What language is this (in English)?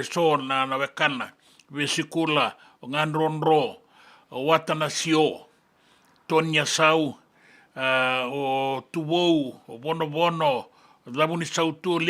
Fijian